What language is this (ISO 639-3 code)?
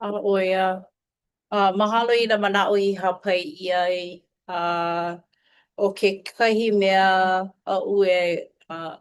haw